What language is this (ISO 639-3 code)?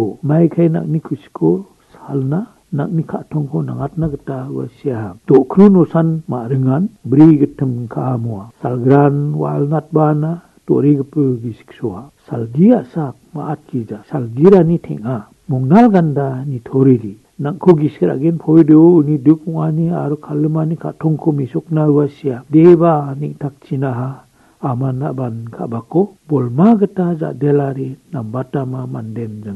grt